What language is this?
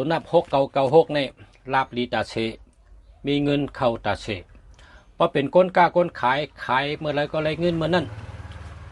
Shan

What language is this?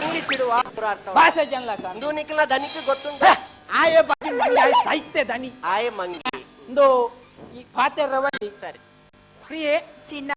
Tulu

